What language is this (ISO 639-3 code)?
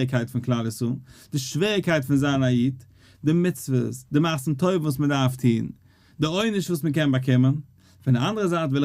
yid